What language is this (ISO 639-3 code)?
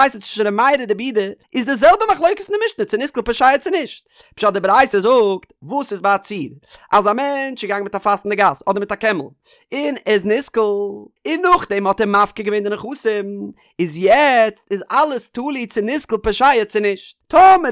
yid